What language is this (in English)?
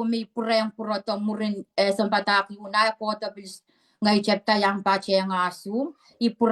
Pohnpeian